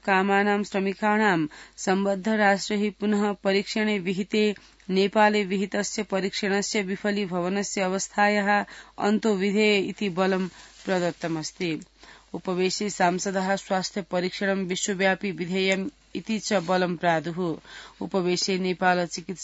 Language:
Sanskrit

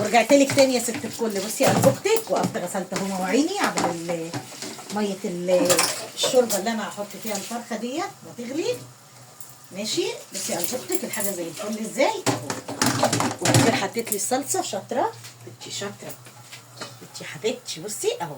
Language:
Egyptian Arabic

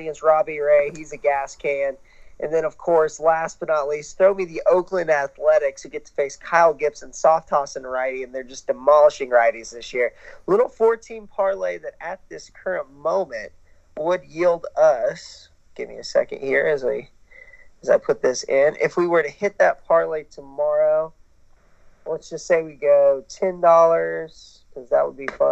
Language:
English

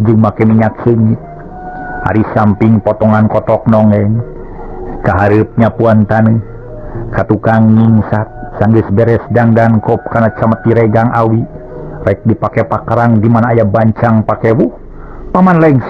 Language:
Sundanese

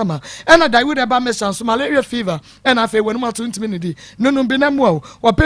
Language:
Akan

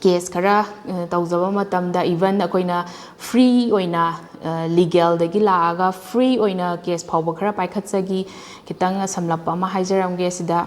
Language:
Manipuri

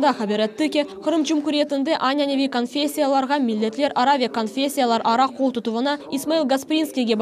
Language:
Crimean Tatar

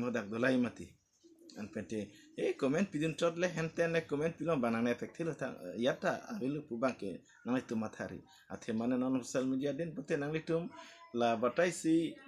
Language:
Karbi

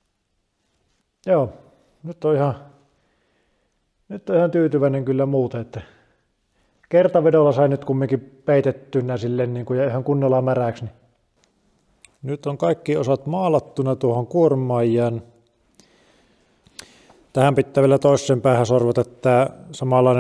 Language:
Finnish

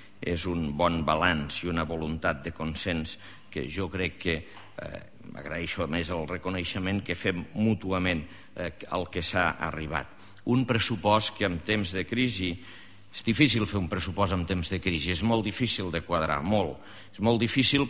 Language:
Catalan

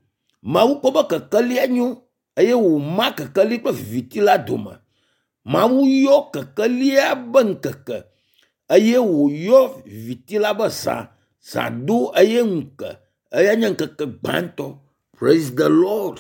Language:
Ewe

